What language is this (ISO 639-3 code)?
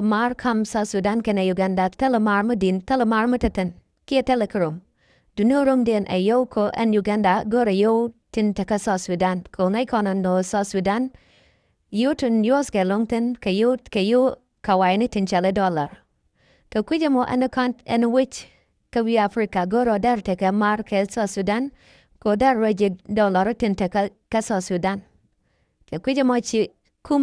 nus